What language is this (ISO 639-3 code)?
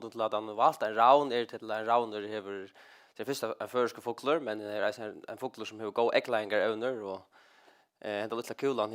fao